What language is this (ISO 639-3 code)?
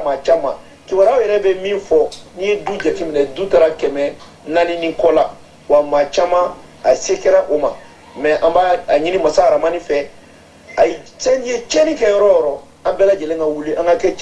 bam